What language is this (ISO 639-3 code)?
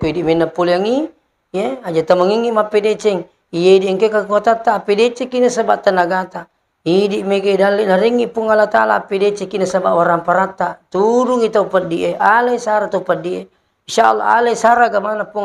bug